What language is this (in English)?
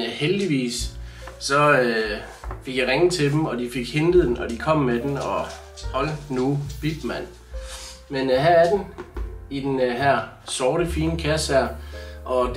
Danish